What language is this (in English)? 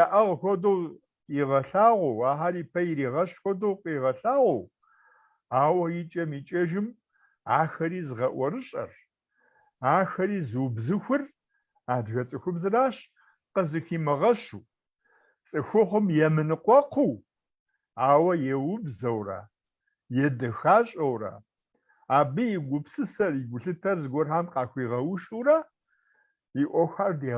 Kabardian